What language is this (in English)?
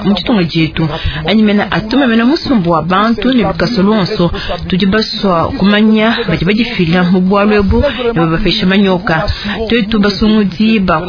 Luba-Lulua